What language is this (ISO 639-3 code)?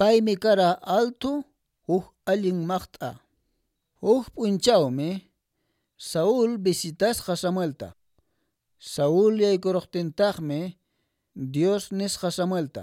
que